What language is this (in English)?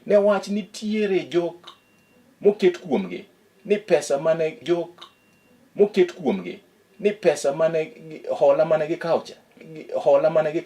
Luo (Kenya and Tanzania)